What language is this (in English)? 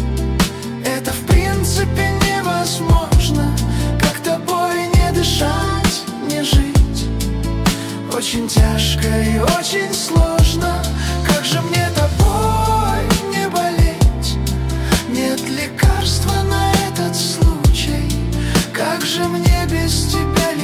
Russian